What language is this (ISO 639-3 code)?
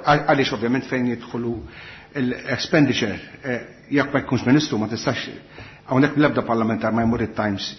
mlt